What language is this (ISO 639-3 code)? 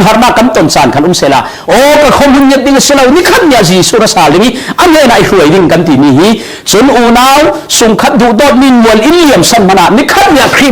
cfm